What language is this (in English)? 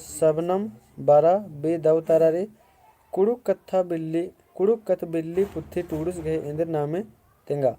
Kurukh